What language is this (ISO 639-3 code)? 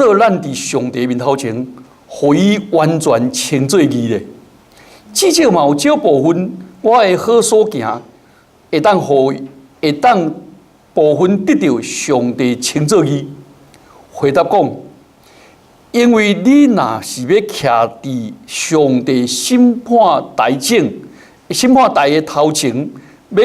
nan